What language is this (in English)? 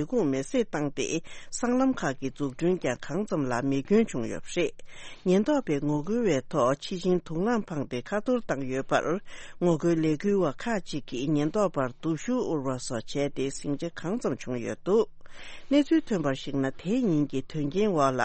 Tibetan